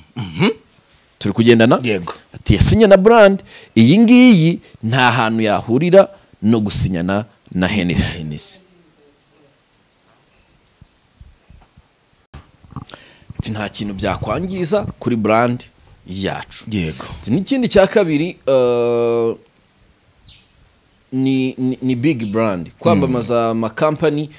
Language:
Kinyarwanda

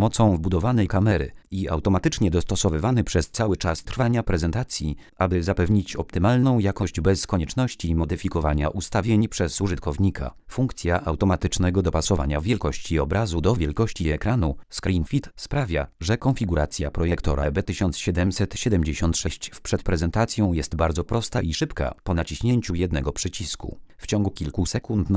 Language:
Polish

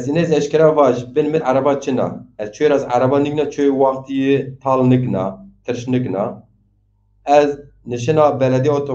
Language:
Zaza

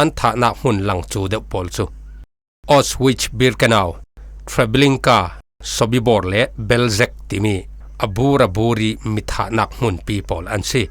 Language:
Falam Chin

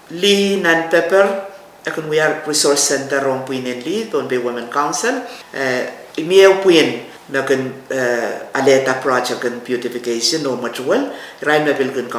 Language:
Pohnpeian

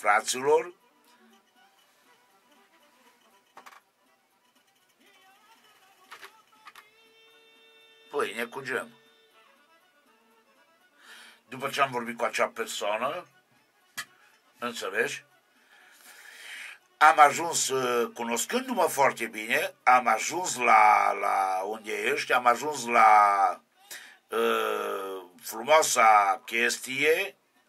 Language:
Romanian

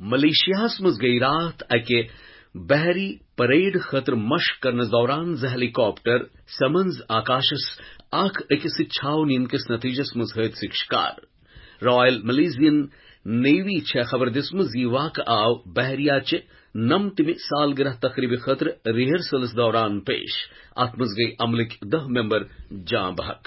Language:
Kashmiri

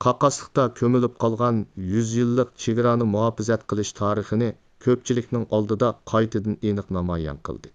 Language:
Uyghur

